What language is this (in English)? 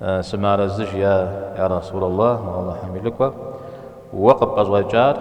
Kabardian